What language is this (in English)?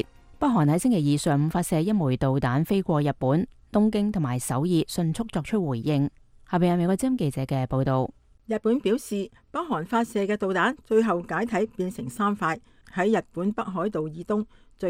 Cantonese